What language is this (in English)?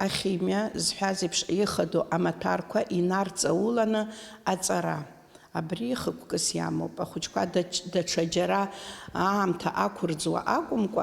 Abkhazian